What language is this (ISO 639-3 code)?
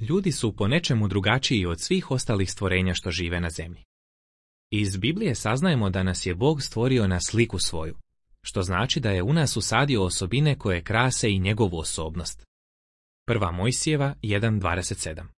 hrv